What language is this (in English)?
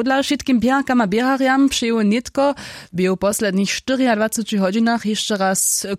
Upper Sorbian